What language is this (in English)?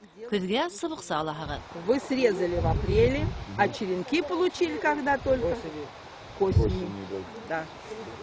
Bashkir